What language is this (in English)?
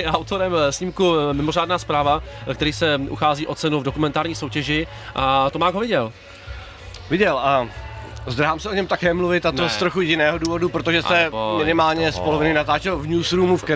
Czech